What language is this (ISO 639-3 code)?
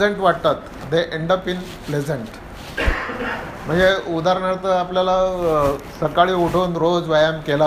mar